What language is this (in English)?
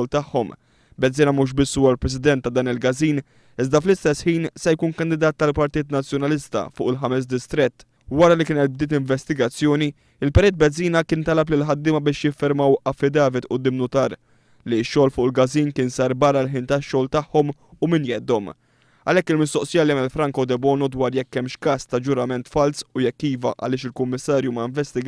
Maltese